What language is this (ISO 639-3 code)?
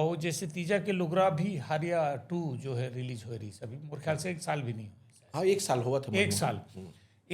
hne